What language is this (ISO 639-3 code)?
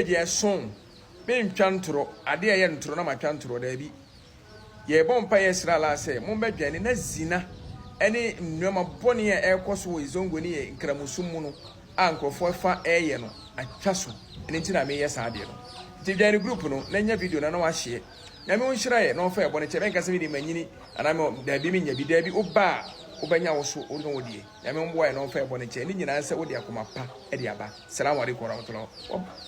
aka